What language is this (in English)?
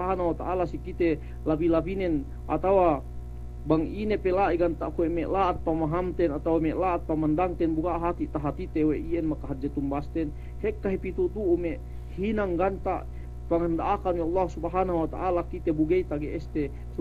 Yakan